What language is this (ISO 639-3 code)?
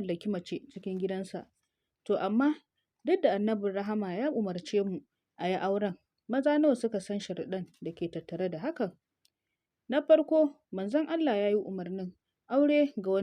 hau